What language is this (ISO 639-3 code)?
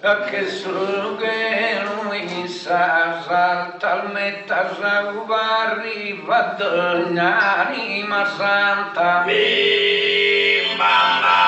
srd